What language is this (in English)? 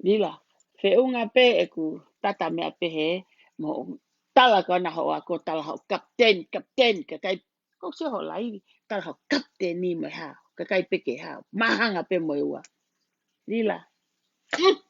Tongan